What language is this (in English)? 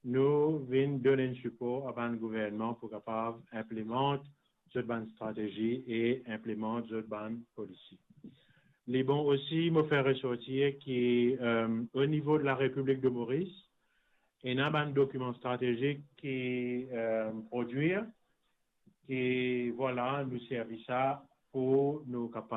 Morisyen